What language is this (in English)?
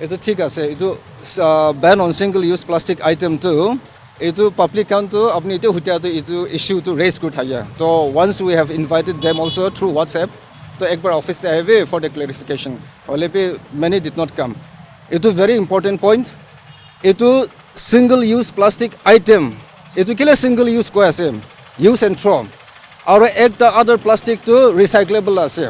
Naga Pidgin